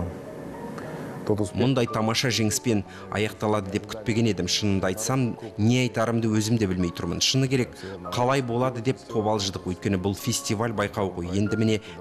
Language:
Kazakh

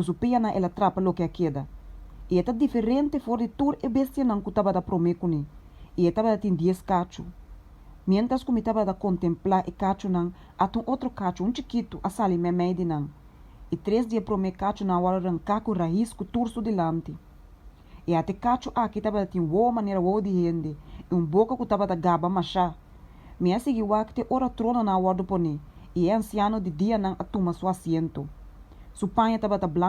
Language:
Papiamento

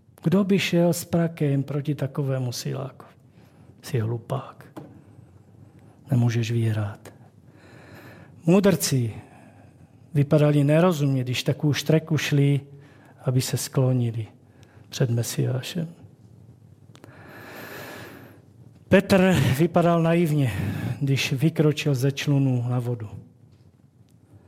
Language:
Czech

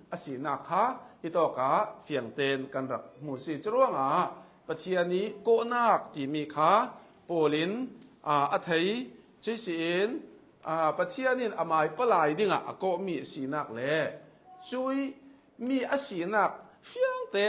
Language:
Hakha Chin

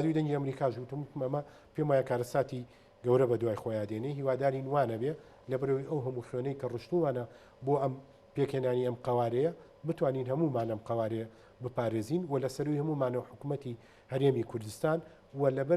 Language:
Central Kurdish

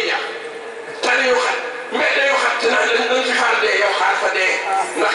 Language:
Wolof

